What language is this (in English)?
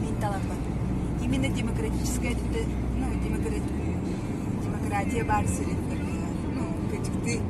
Yakut